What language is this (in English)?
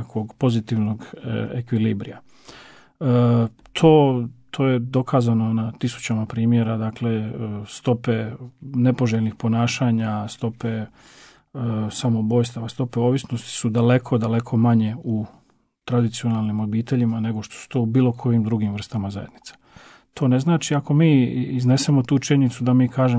Croatian